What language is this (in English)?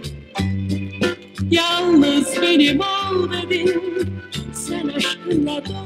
Turkish